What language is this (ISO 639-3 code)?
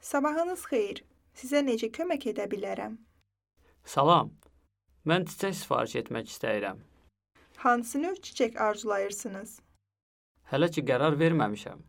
aze